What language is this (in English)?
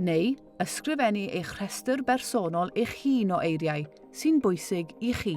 Welsh